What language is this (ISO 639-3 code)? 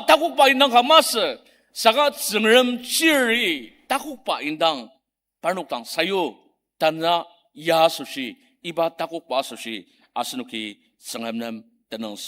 njo